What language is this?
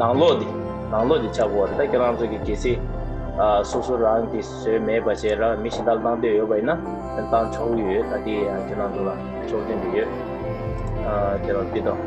Tibetan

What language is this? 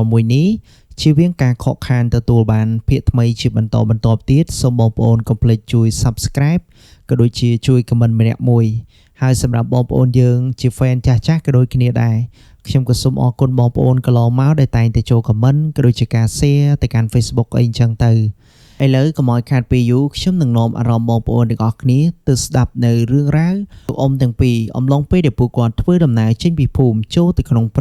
Khmer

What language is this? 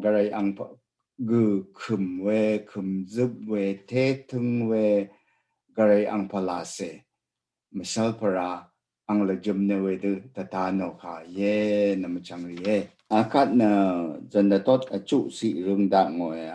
Rawang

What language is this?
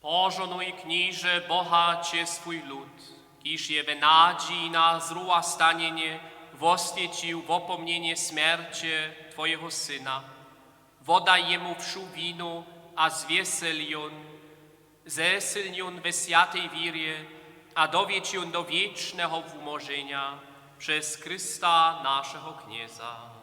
Upper Sorbian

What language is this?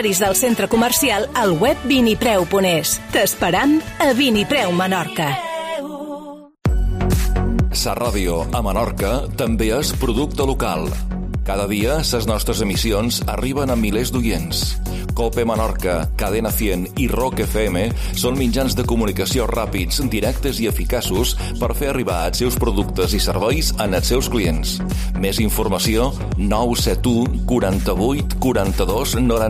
Catalan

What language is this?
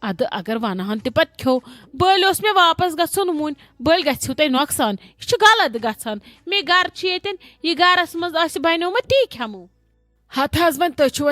Kashmiri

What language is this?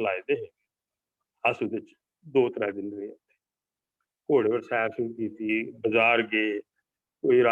Dogri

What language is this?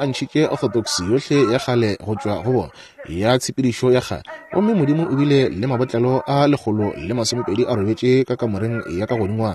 Northern Sotho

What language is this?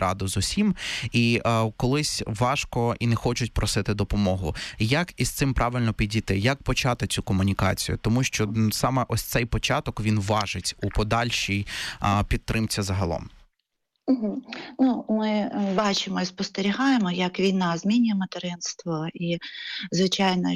Ukrainian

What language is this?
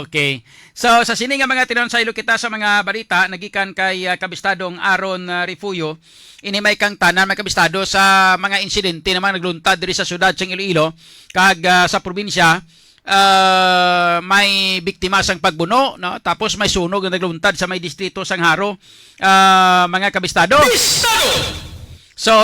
Hiligaynon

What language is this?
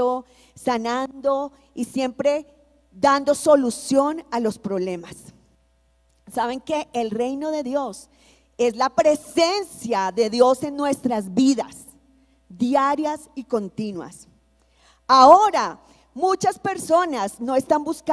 Spanish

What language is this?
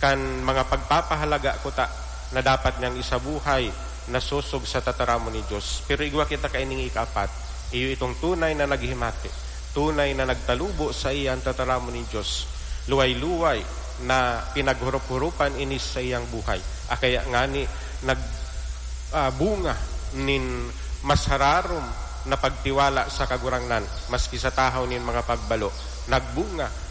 Bikol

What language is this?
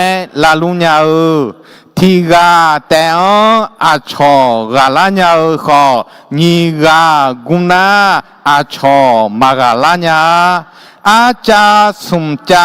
Akha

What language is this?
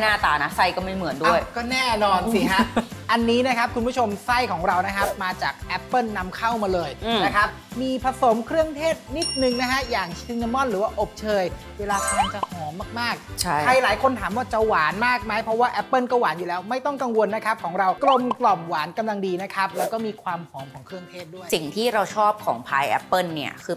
Thai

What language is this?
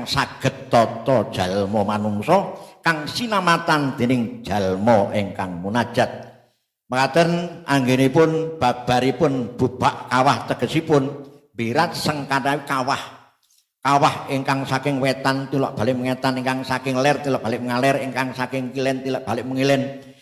Javanese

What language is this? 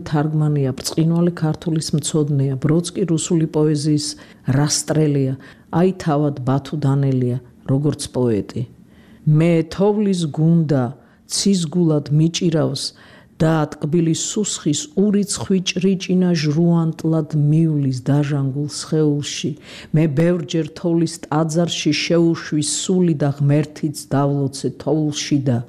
Georgian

